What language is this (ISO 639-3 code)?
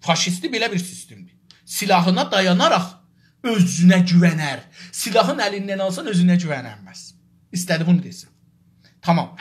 azb